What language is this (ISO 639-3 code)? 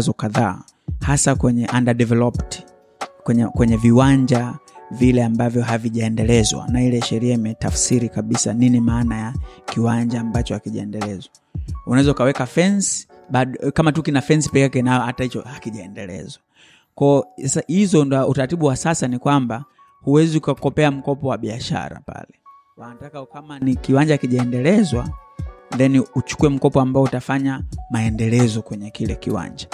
swa